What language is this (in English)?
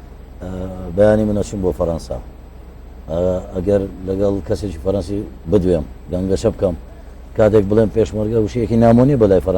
Central Kurdish